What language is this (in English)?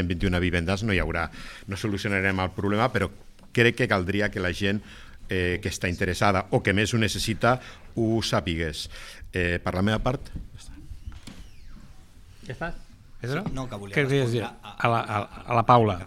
Catalan